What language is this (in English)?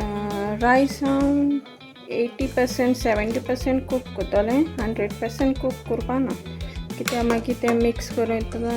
Konkani